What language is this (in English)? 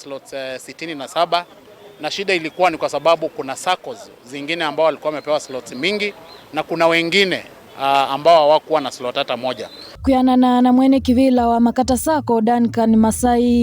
Kamba